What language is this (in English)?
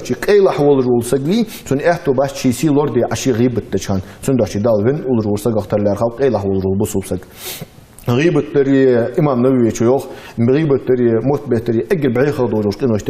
Ingush